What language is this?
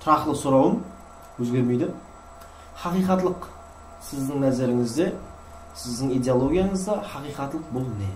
Kara-Kalpak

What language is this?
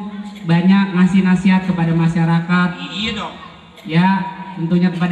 Betawi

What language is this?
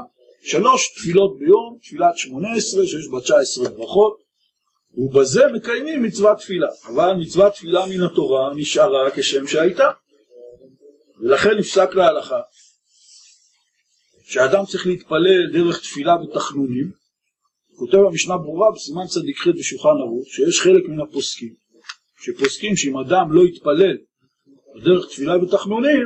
Hebrew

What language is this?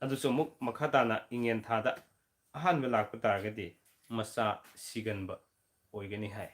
Manipuri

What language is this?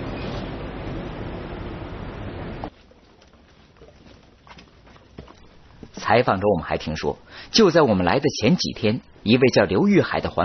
Chinese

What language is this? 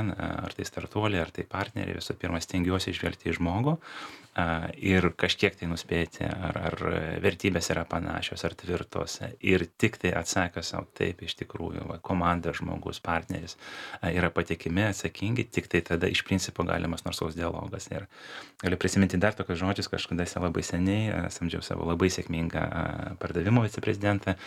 Lithuanian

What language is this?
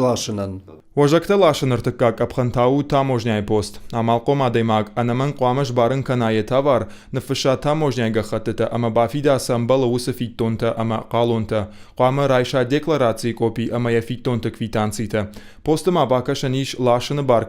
Ossetic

